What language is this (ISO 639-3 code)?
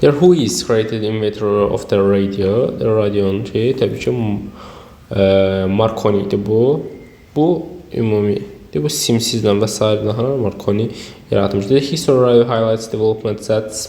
aze